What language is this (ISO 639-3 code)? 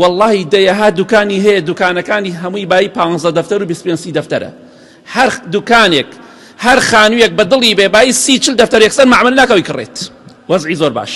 ckb